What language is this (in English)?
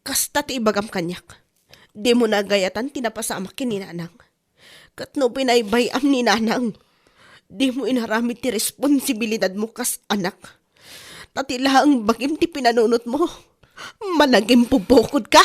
Iloko